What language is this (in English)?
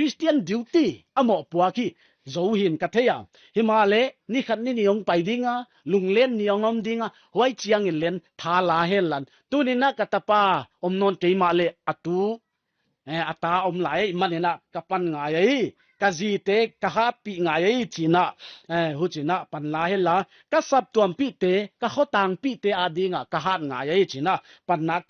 Paite Chin